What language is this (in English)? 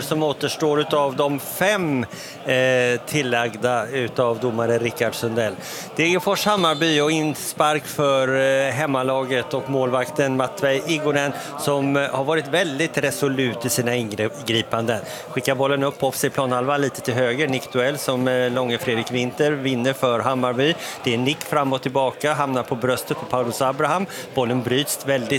Swedish